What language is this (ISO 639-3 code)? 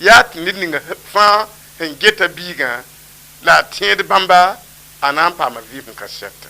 mos